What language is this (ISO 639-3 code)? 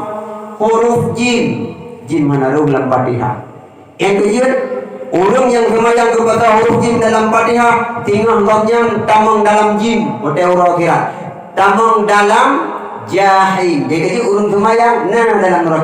ace